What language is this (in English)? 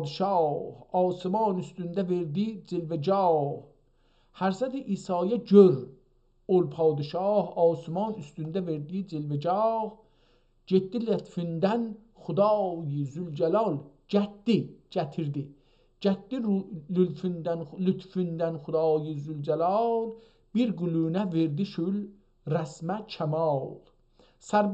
South Azerbaijani